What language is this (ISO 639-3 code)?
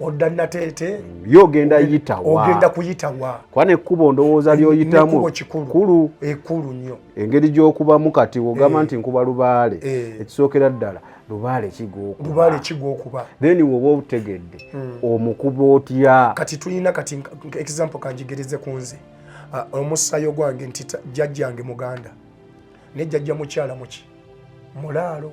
lug